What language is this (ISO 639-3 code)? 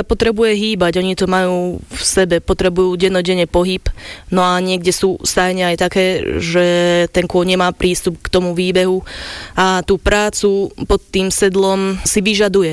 slk